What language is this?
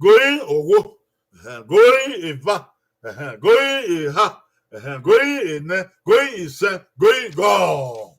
Bini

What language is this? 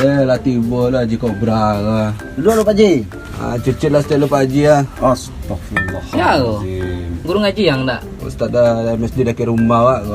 Minangkabau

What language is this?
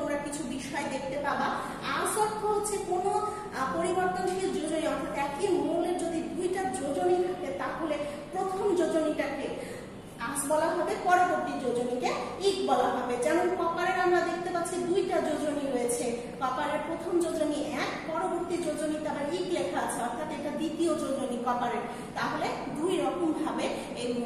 Bangla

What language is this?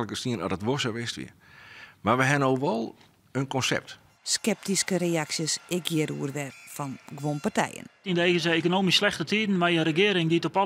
Western Frisian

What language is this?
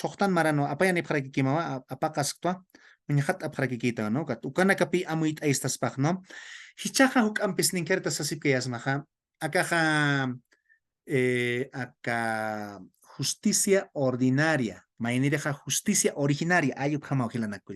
Aymara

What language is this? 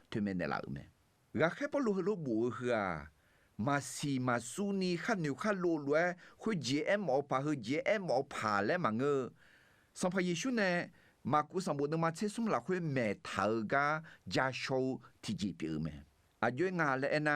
Akha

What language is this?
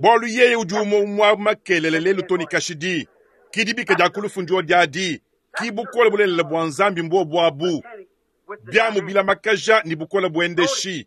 Luba-Lulua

